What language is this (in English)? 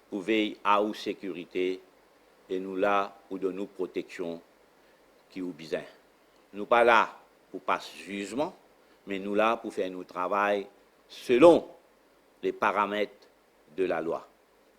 Morisyen